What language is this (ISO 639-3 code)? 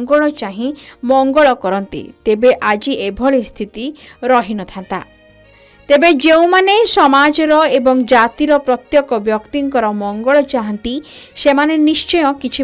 ori